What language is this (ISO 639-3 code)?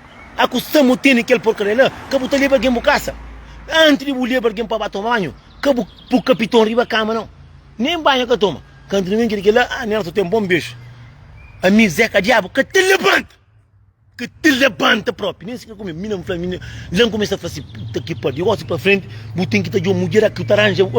kea